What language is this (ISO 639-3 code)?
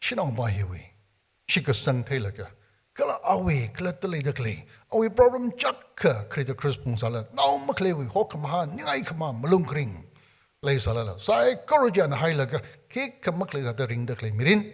nmf